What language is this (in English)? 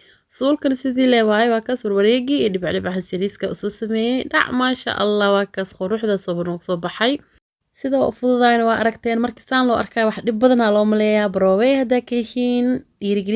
Somali